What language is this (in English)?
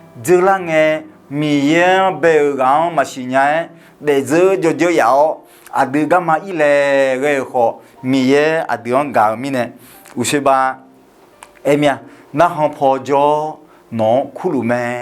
Akha